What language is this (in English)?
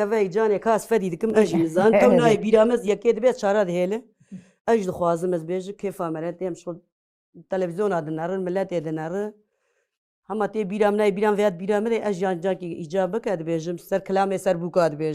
Kurdish